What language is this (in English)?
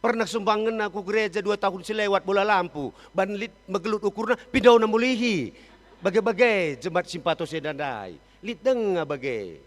Batak Karo